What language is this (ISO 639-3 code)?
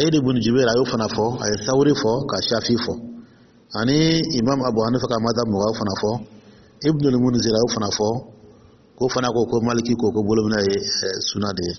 dyu